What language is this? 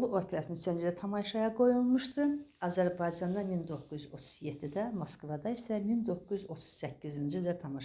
Azerbaijani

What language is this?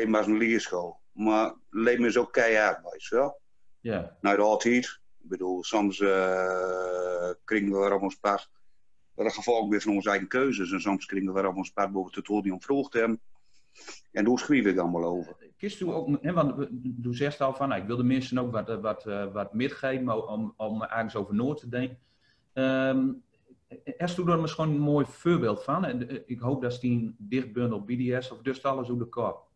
Gronings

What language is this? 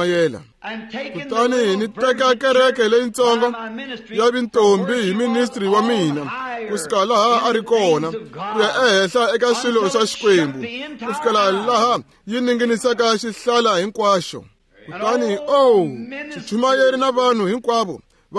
Tsonga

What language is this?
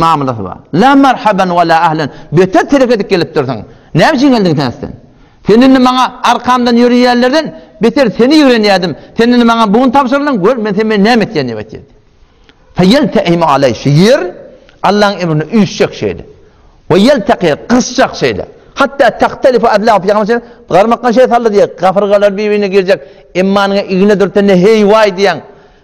Turkmen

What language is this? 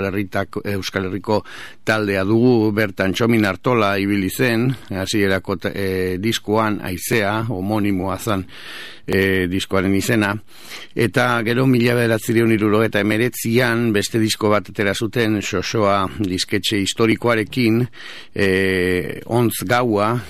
Basque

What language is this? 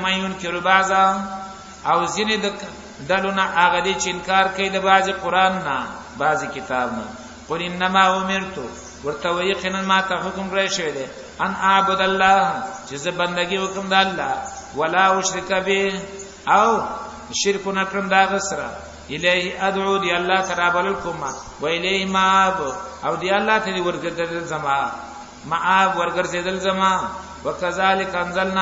Pashto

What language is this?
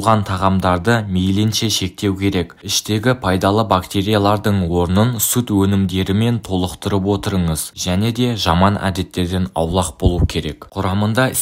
Kazakh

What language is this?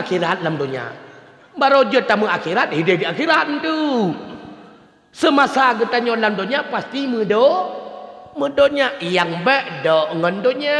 Achinese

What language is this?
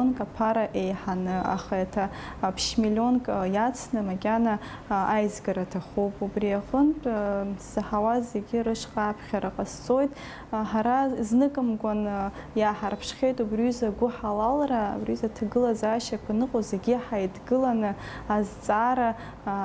Abkhazian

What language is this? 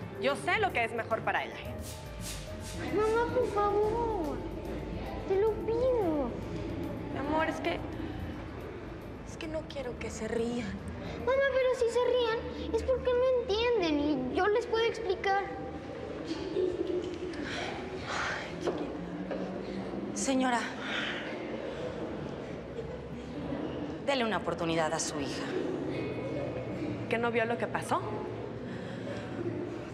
Spanish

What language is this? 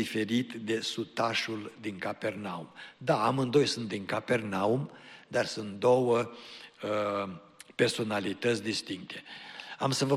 Romanian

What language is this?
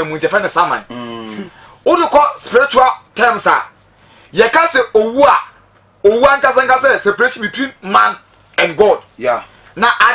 Akan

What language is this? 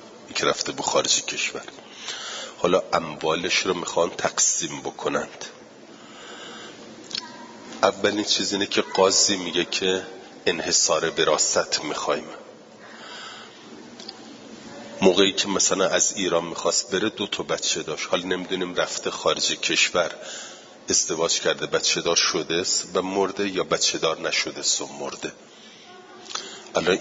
Persian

